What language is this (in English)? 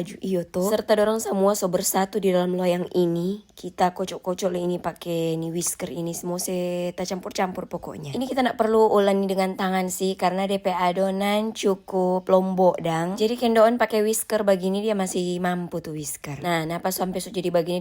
Manado Malay